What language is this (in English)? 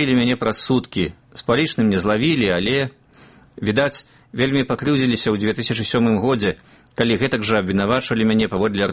Belarusian